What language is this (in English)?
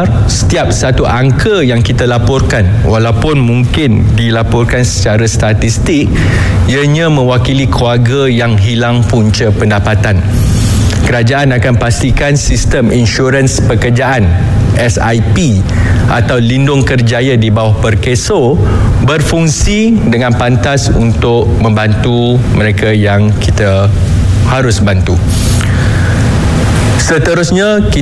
Malay